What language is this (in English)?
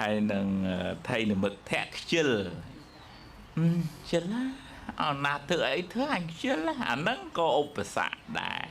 Khmer